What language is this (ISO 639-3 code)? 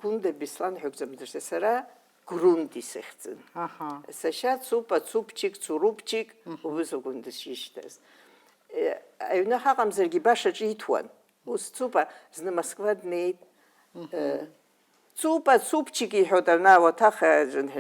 abk